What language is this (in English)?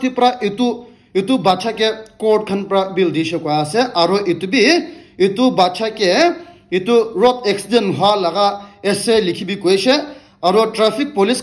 Naga Pidgin